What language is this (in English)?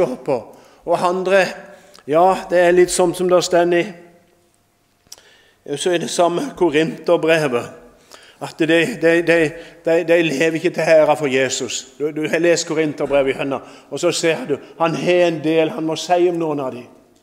Norwegian